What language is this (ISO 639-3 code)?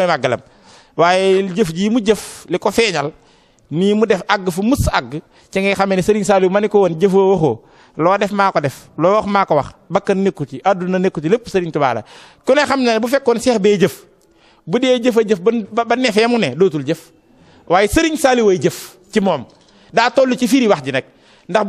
wol